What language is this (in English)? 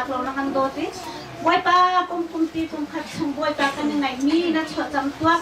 Hakha Chin